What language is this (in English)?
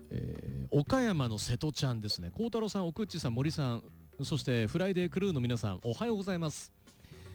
Japanese